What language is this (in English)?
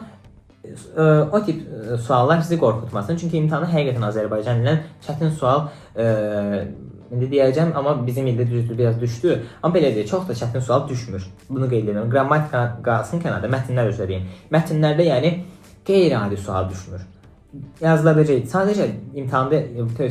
Azerbaijani